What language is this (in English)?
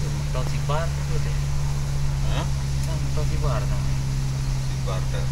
Achinese